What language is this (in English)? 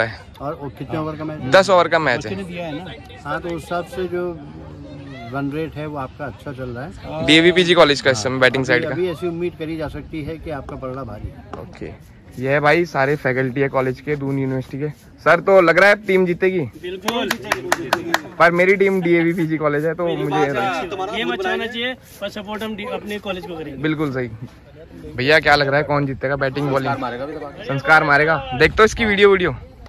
Hindi